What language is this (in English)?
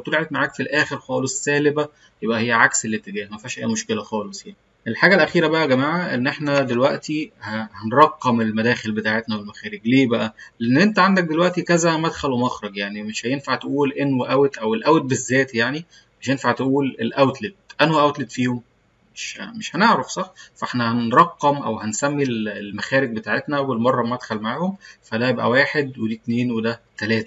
Egyptian Arabic